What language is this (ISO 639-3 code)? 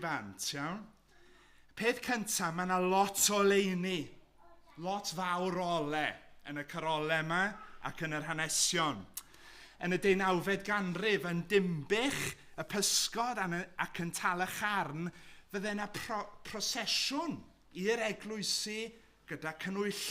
cym